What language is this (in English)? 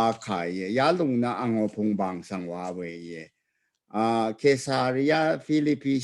Rawang